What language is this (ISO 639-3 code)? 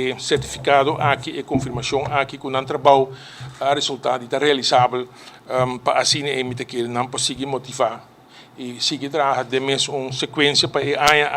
pap